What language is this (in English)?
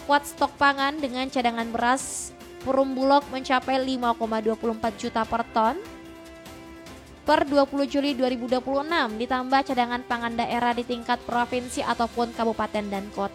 Indonesian